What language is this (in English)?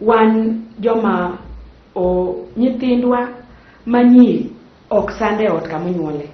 Luo (Kenya and Tanzania)